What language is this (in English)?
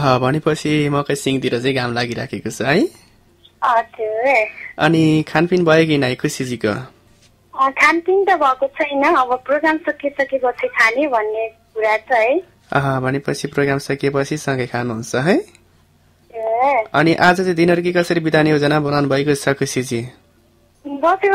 Nepali